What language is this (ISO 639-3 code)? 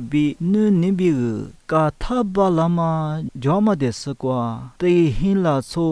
lis